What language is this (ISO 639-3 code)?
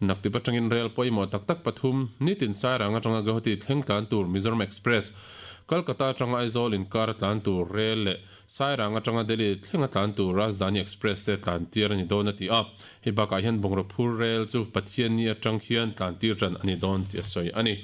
lus